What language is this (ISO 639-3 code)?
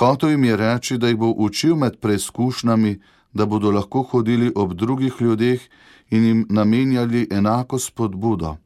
slv